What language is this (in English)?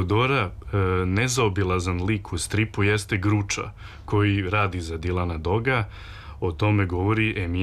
Serbian